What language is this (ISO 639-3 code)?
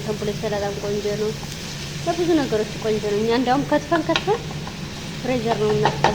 amh